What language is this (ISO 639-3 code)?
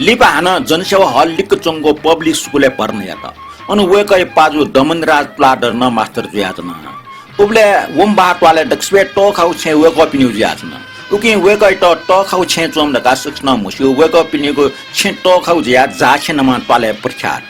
new